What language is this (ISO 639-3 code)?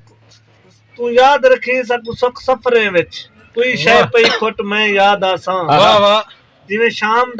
skr